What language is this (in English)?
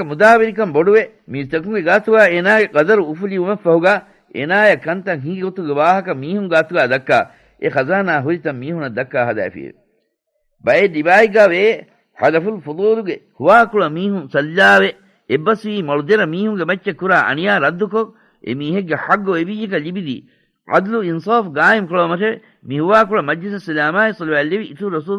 Divehi